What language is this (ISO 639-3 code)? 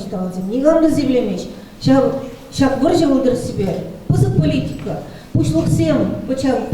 chv